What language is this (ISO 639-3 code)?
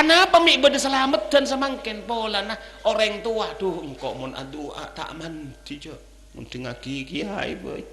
mad